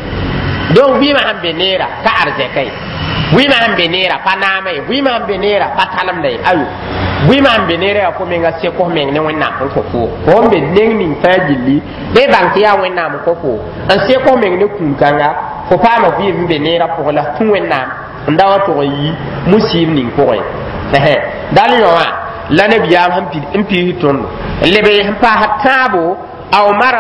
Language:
Mossi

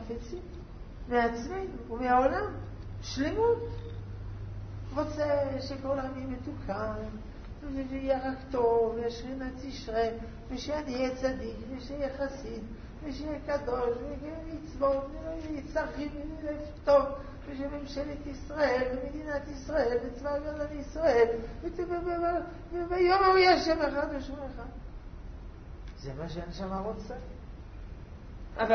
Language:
Hebrew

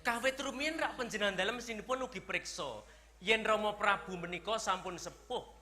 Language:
Javanese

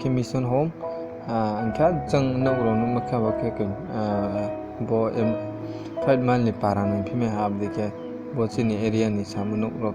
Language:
Riang (India)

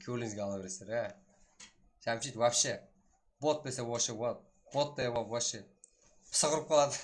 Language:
Kara-Kalpak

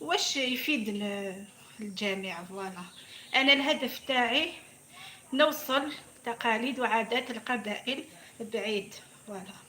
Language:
Algerian Arabic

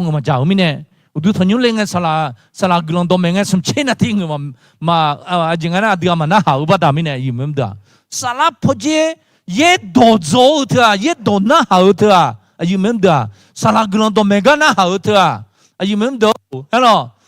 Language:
Akha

